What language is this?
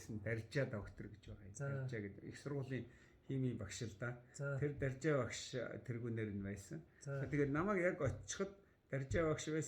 Mongolian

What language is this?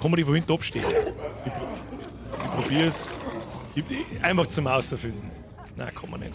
Bavarian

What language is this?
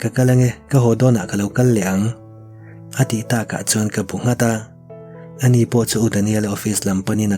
Mizo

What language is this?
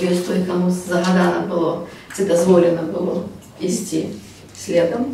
Belarusian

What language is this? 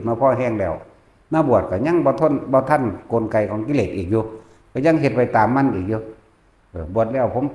Northeastern Thai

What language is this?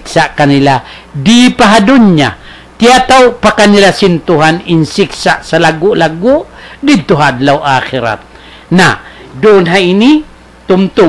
Tausug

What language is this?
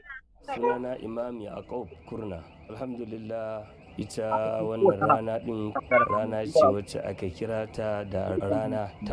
Hausa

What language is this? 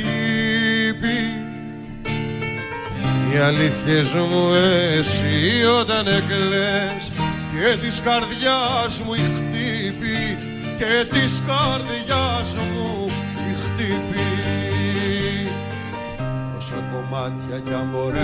Greek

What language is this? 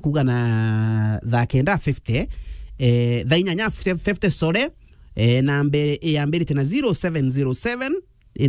Meru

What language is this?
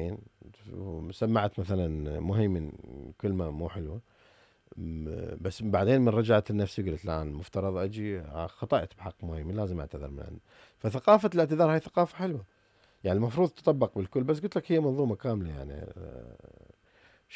Mesopotamian Arabic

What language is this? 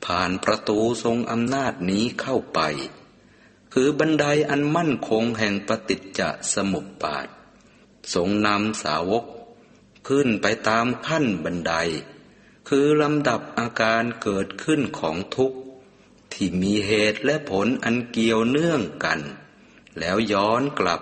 Thai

